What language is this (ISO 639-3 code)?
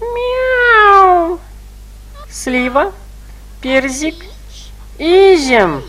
chv